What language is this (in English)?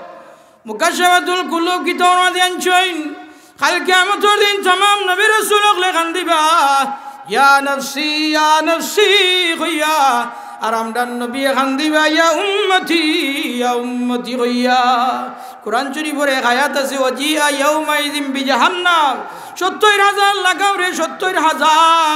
Sylheti